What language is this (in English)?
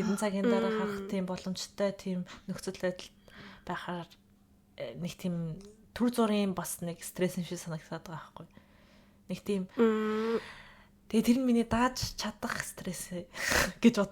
Mongolian